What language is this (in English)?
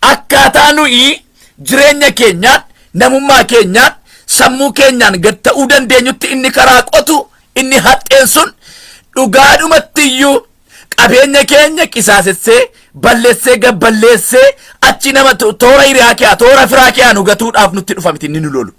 Oromo